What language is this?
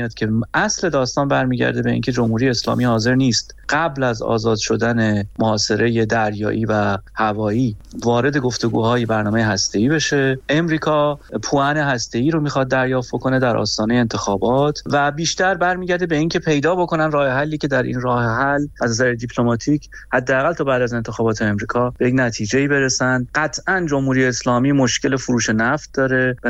Persian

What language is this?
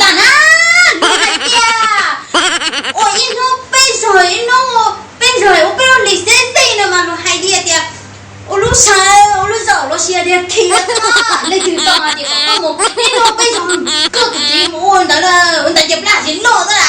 Hmong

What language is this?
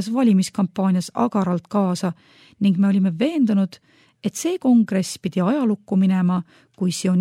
Estonian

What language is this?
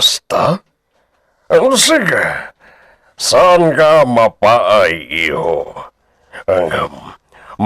Iloko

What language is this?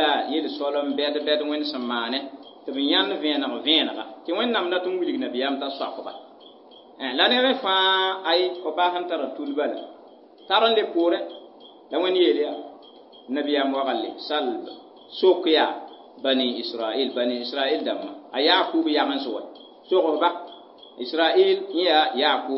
Mossi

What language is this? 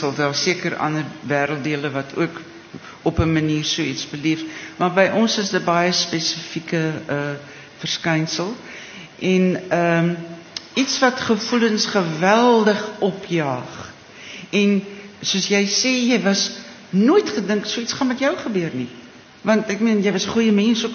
Afrikaans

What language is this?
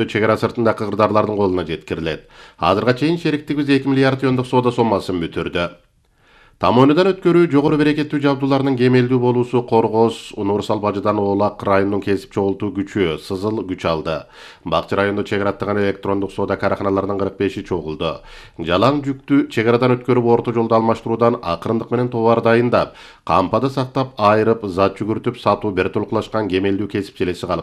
Kyrgyz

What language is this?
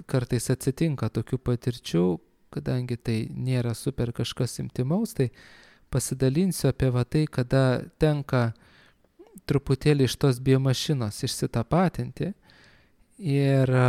Lithuanian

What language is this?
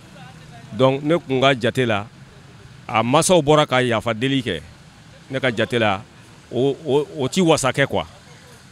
Bambara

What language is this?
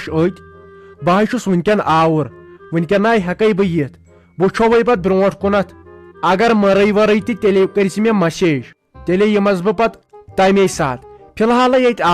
Kashmiri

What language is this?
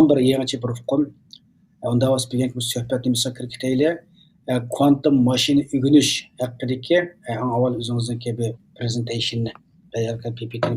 Uyghur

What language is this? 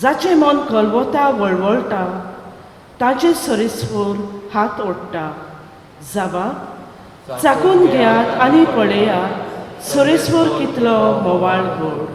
Konkani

